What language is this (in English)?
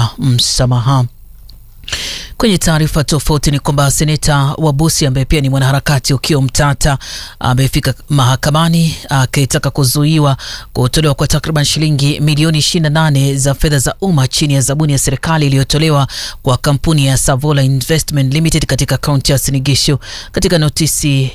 Swahili